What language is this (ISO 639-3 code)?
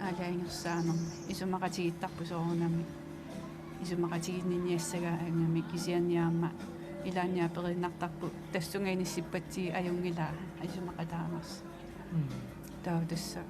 kal